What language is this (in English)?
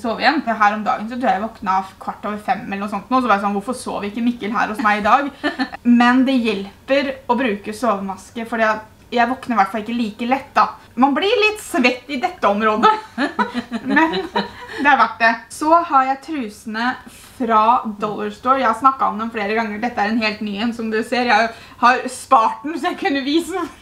Norwegian